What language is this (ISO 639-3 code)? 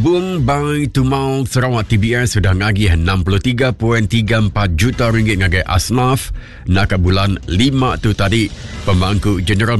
iba